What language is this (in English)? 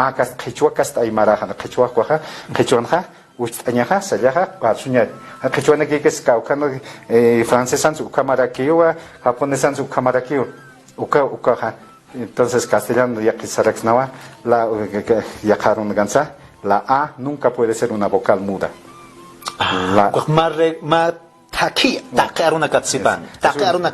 Aymara